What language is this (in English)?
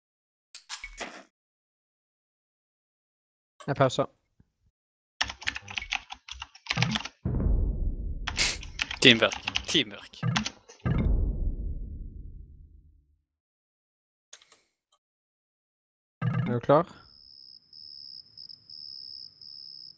Norwegian